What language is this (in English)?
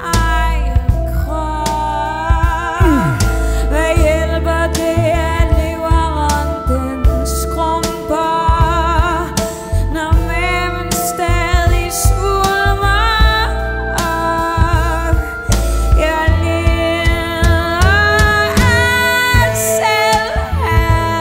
Danish